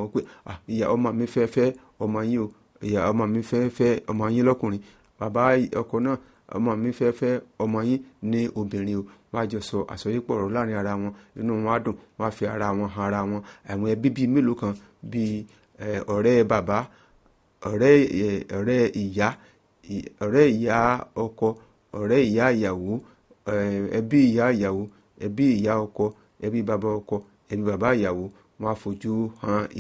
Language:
Yoruba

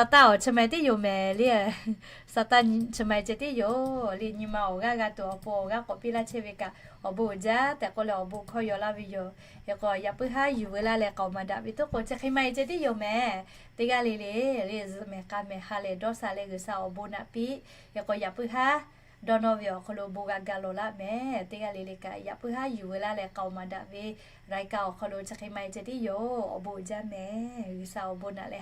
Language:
Lahu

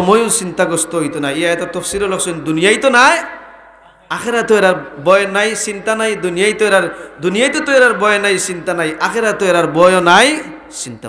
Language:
Sylheti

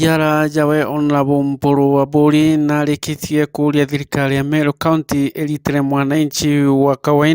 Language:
Meru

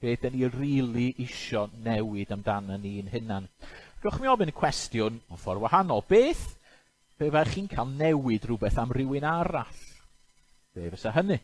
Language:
Welsh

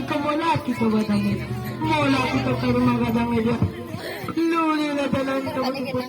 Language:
Minangkabau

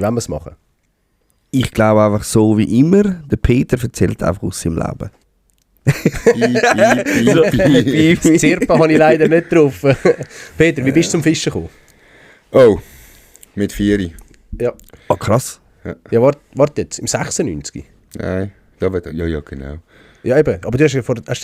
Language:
Swiss German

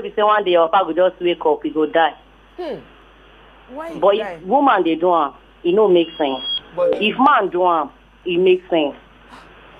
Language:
Nigerian Pidgin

